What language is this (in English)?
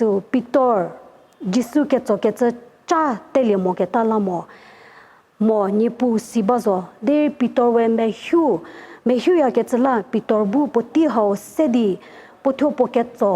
Angami Naga